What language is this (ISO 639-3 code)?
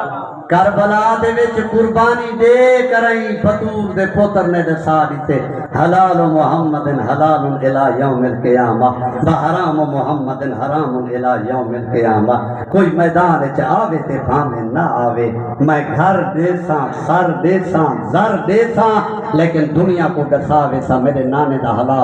skr